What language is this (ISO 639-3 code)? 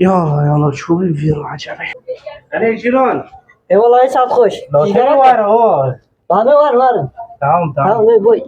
kur